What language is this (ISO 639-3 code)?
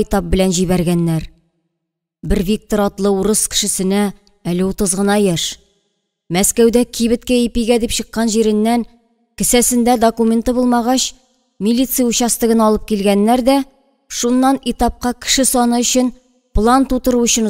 tat